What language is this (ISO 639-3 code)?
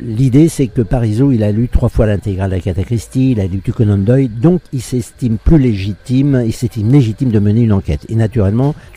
fra